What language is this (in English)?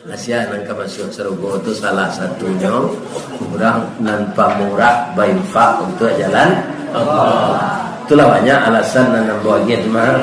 Minangkabau